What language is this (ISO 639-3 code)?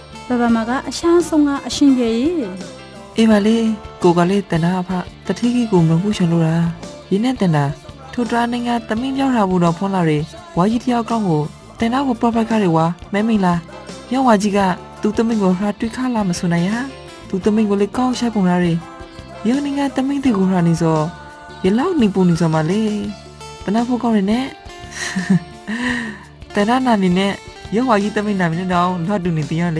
mya